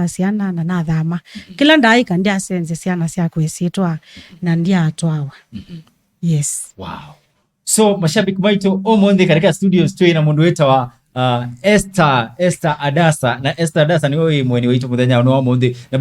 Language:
Kamba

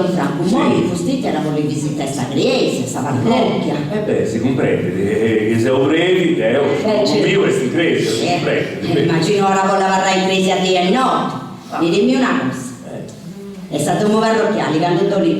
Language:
Sardinian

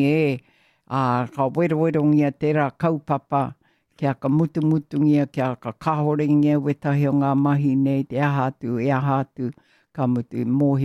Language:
Māori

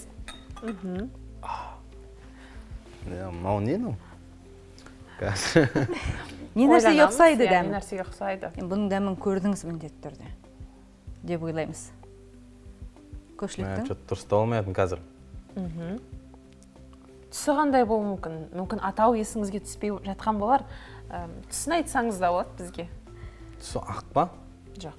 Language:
Kazakh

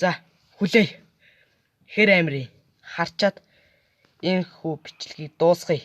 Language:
Mongolian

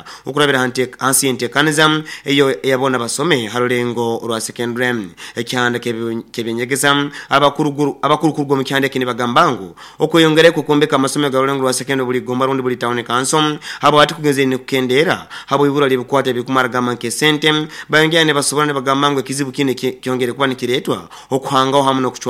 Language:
Nyoro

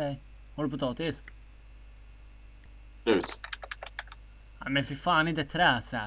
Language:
Swedish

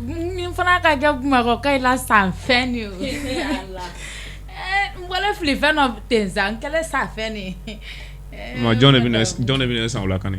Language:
Bambara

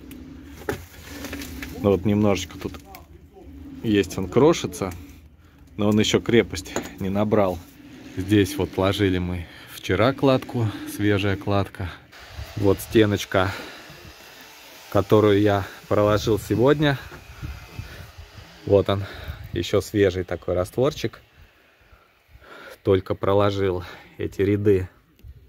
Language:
Russian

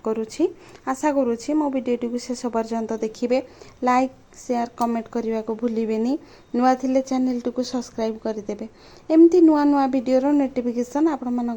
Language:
Odia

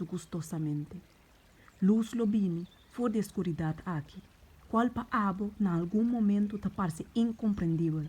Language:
Papiamento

